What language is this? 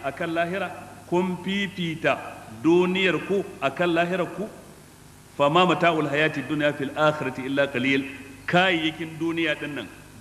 Hausa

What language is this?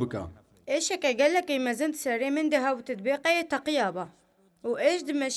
Kurdish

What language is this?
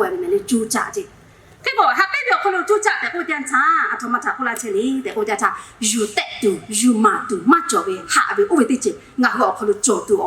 Lahu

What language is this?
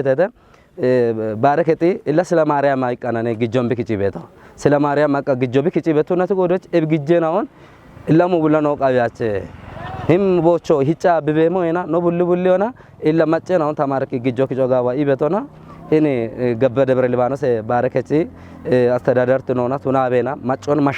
Kafa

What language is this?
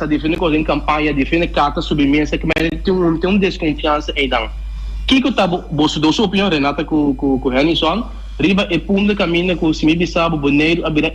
Papiamento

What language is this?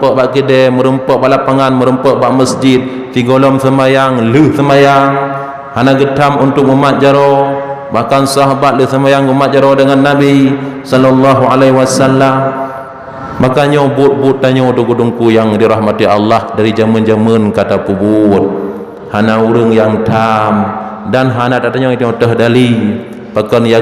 Achinese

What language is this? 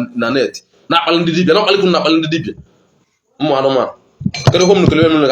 Igbo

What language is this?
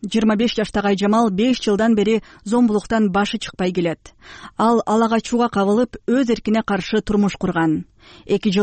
Kyrgyz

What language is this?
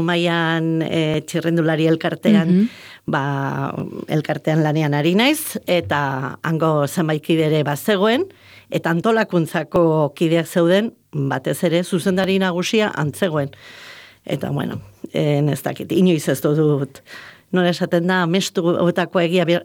Basque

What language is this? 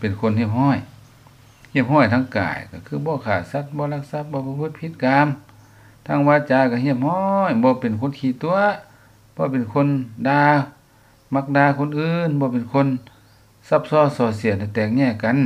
Lao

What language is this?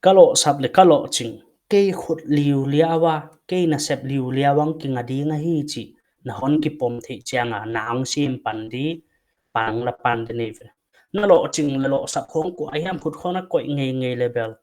Paite Chin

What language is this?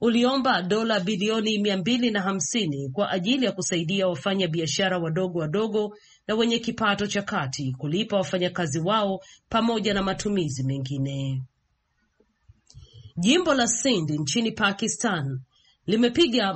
Swahili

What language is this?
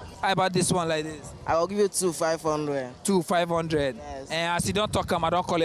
Nigerian Pidgin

